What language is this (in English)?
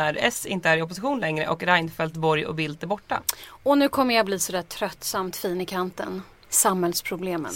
Swedish